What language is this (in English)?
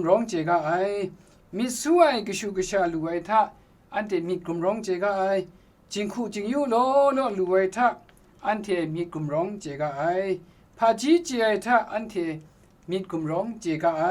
Kachin